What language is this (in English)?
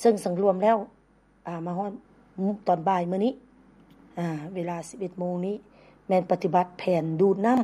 Lao